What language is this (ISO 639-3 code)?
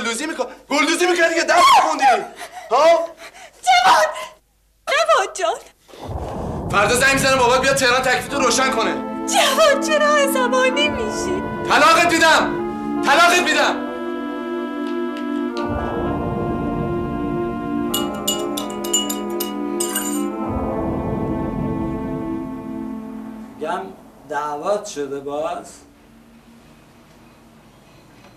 fas